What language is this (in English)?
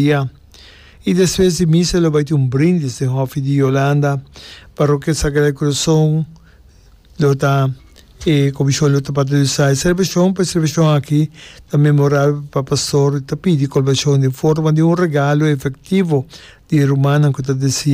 Papiamento